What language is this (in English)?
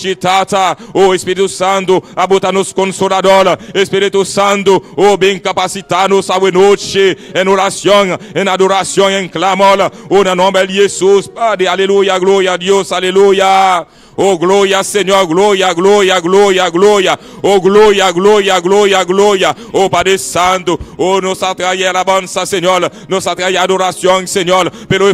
Papiamento